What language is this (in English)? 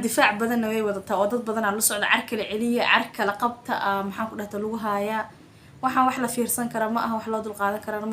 Somali